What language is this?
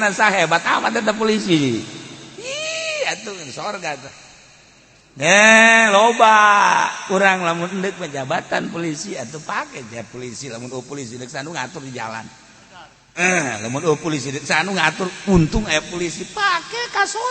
Sundanese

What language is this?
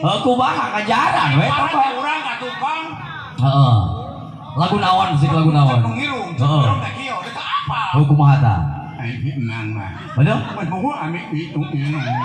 Sundanese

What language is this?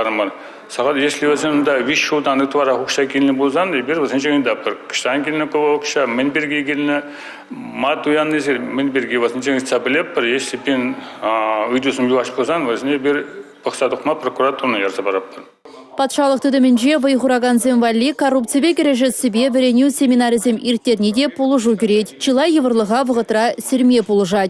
Chuvash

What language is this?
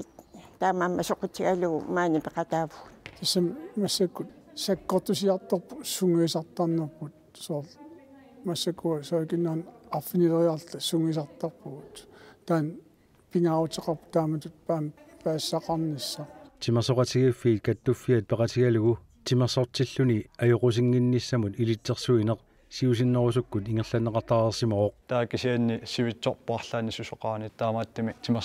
Kalaallisut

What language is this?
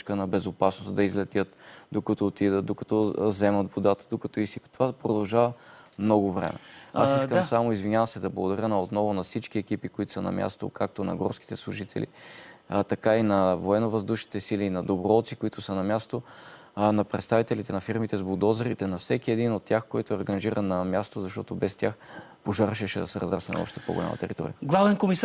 Bulgarian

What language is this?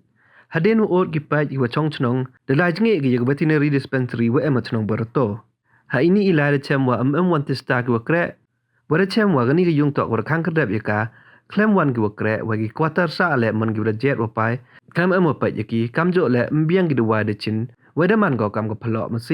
Pnar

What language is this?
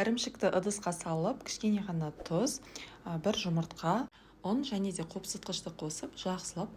Kazakh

